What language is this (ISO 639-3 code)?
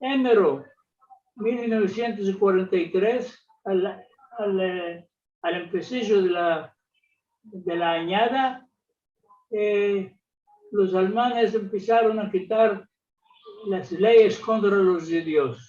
lad